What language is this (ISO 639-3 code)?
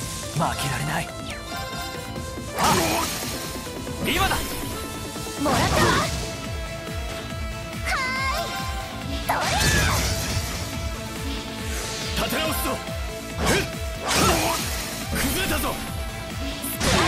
jpn